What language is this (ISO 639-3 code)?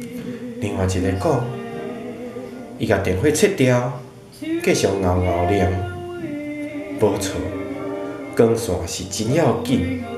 nan